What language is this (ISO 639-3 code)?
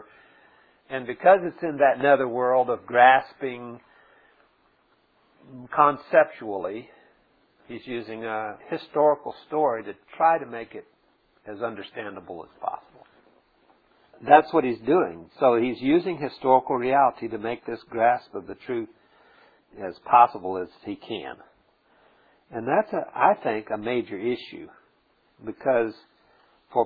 eng